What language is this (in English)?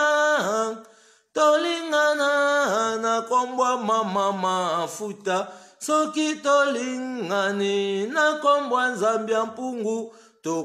Lingala